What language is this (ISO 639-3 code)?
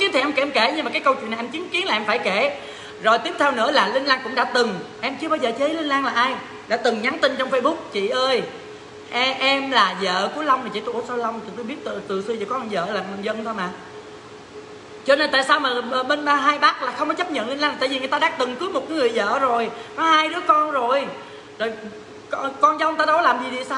vie